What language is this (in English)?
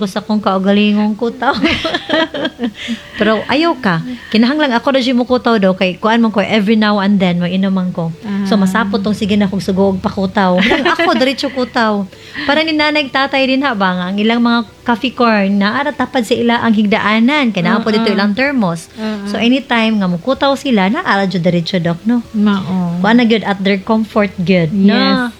Cebuano